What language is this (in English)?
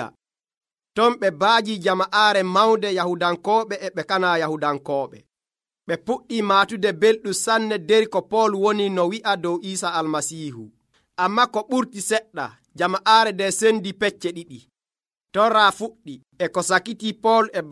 Nigerian Fulfulde